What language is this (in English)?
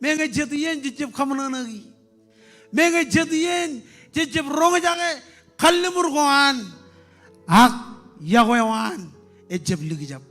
Marshallese